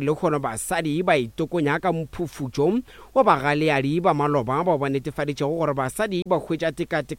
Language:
Northern Sotho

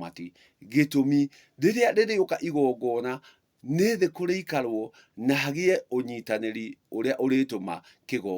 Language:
Kikuyu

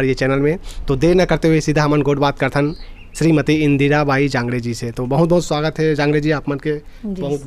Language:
Chhattisgarhi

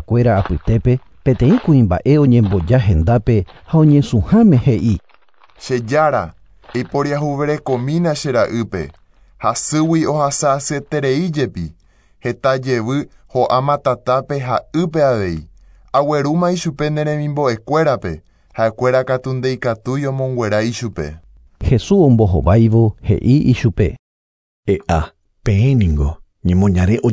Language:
Guarani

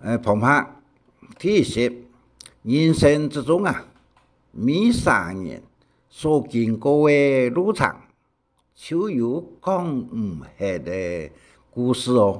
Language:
Hakka Chinese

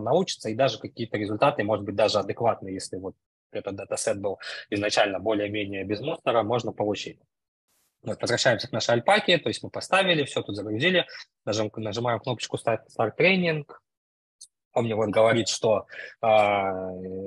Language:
Russian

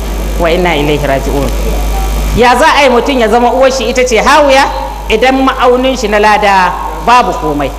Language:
Hausa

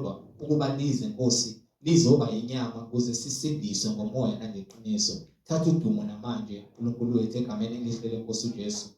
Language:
Zulu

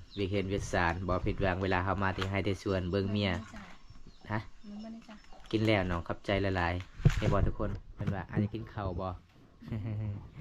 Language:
Lao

